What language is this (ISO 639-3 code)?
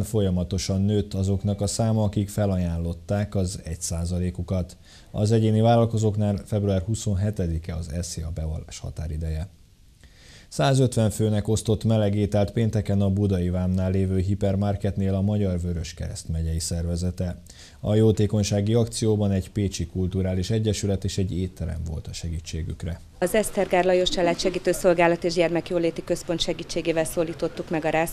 hun